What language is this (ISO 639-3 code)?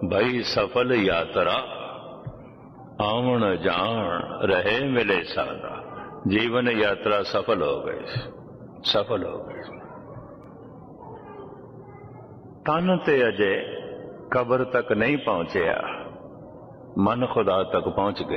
pan